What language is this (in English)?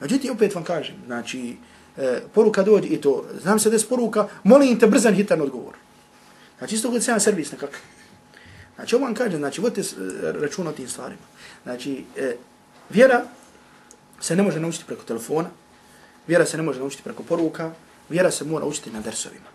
Bosnian